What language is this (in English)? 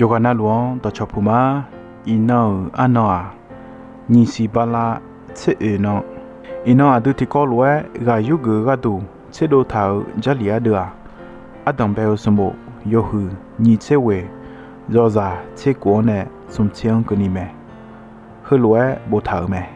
Akha